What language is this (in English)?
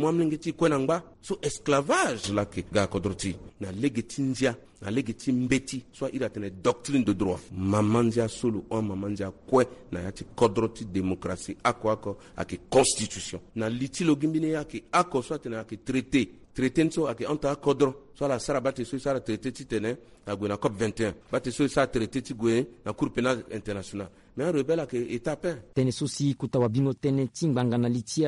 Sango